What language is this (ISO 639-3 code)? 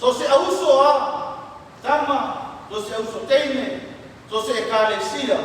smo